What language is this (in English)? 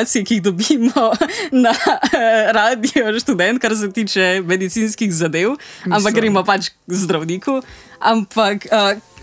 Slovenian